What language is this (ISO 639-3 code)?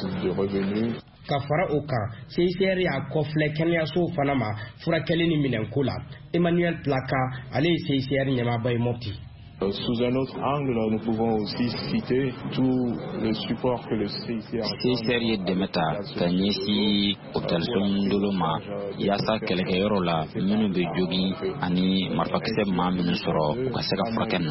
bam